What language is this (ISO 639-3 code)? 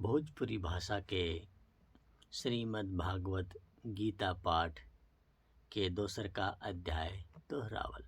bho